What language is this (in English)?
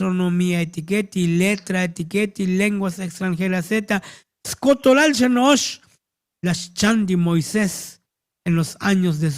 Tzotzil